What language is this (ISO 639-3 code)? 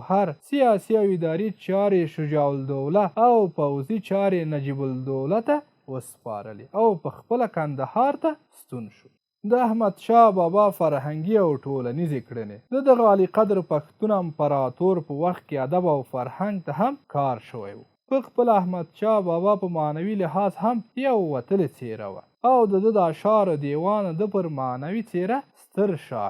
pus